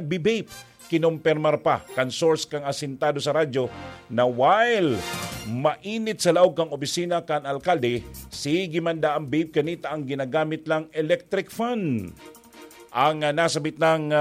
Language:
Bikol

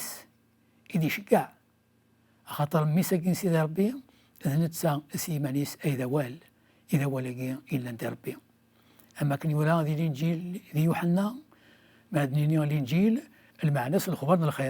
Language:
Kabyle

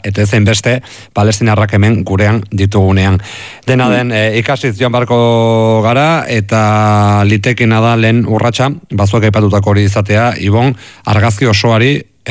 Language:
Basque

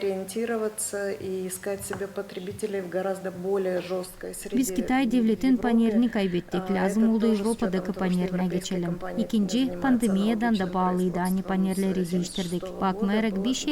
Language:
Gagauz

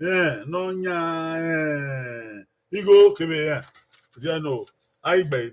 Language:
Bini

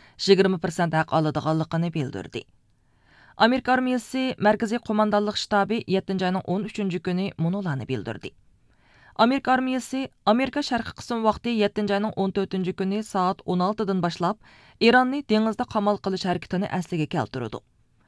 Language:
Uyghur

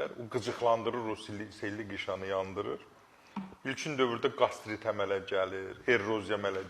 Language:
Azerbaijani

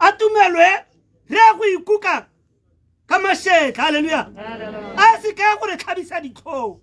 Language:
Tswana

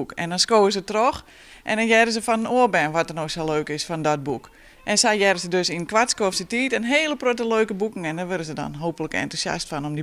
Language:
Western Frisian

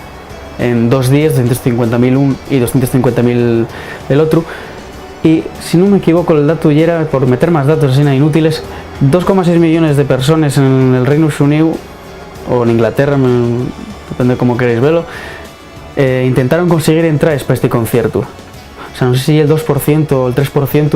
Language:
Asturian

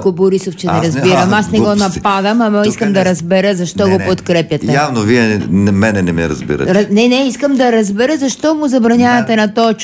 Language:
Bulgarian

